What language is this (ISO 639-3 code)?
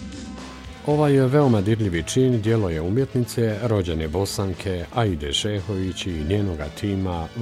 bos